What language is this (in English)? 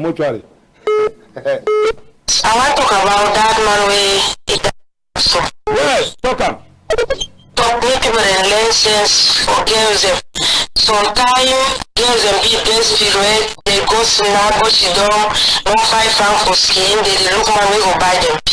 Cameroon Pidgin